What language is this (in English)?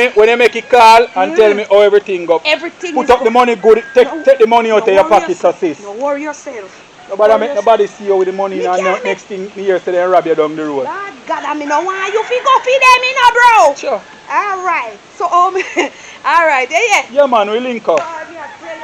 Jamaican Creole English